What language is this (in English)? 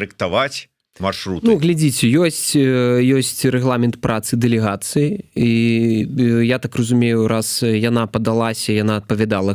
Belarusian